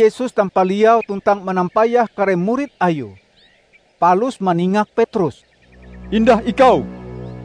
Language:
Ngaju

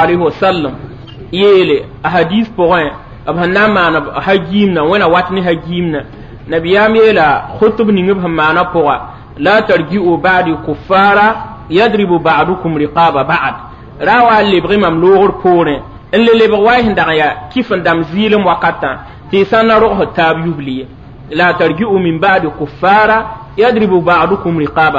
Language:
Mossi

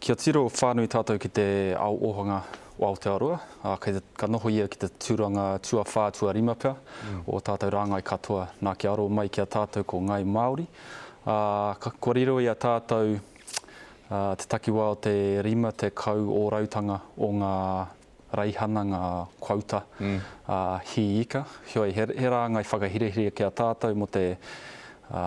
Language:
Māori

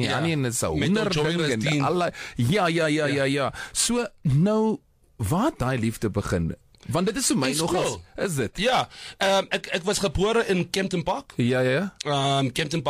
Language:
Afrikaans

